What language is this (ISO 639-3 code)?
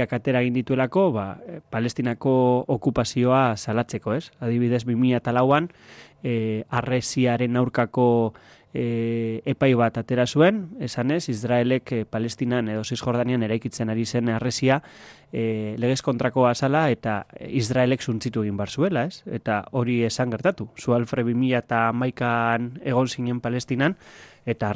eus